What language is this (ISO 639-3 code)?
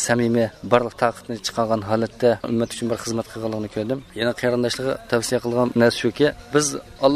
uig